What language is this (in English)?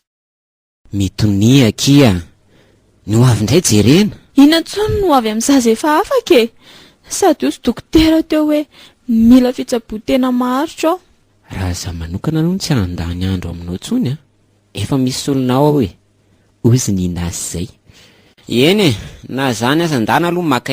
Malagasy